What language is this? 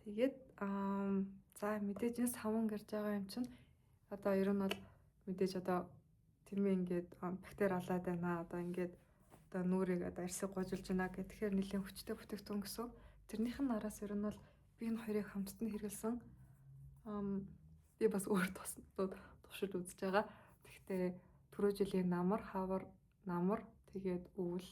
Mongolian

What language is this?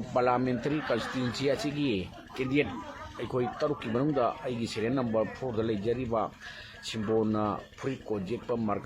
Manipuri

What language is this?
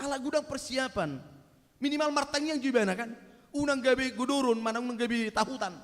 Batak Toba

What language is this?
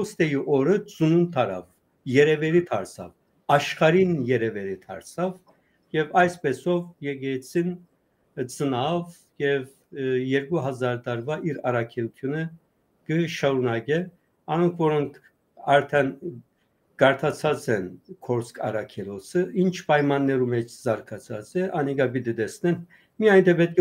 Western Armenian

